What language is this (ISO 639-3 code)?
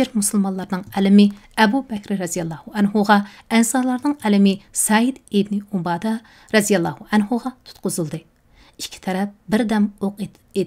uig